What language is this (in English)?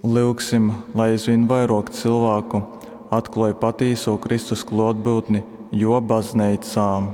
Latgalian